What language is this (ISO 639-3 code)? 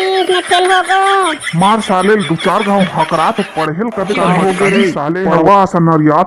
hne